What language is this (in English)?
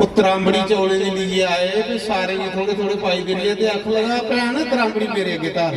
Dogri